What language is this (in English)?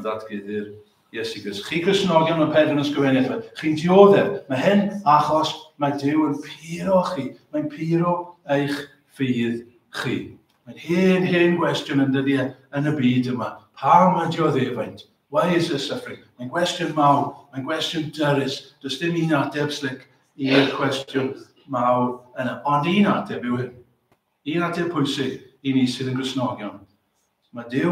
Welsh